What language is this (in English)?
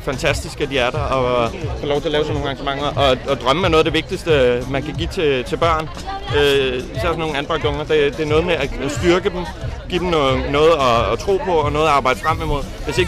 Danish